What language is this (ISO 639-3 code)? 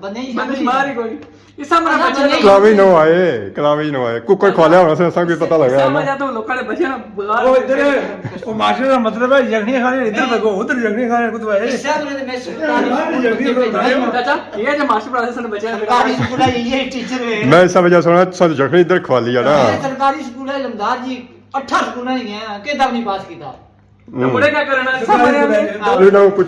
phr